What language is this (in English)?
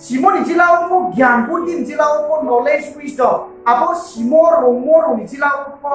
Riang (India)